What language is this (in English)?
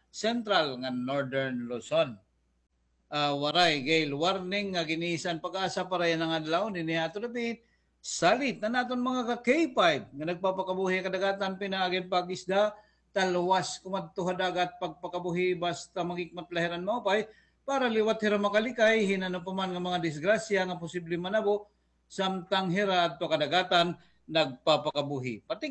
Waray